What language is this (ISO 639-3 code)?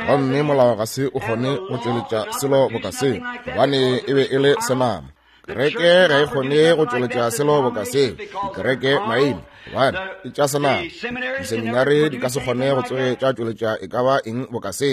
nso